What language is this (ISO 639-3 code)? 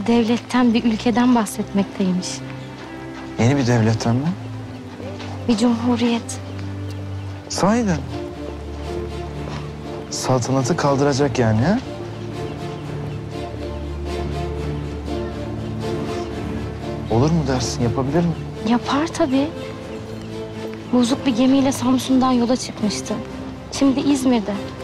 tur